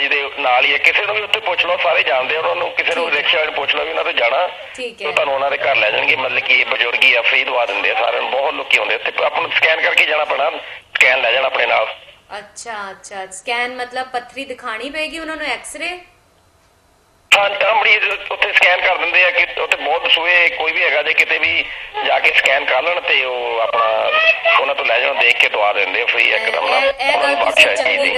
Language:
Punjabi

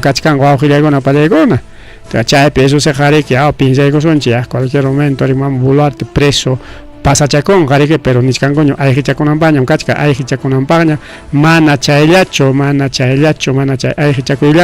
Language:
Ayacucho Quechua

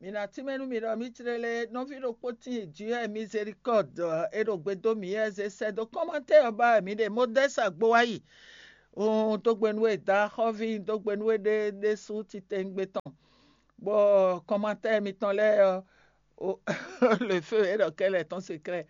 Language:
Fon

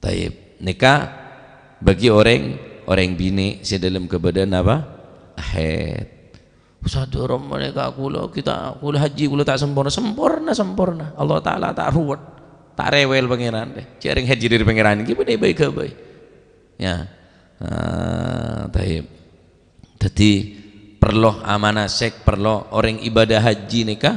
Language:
Madurese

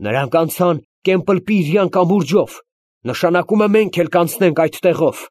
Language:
Armenian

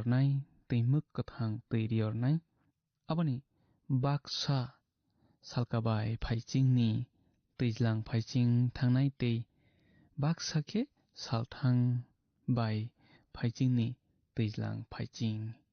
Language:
Kok Borok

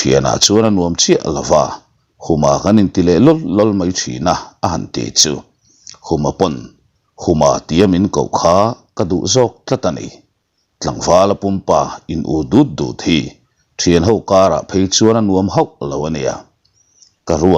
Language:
Mizo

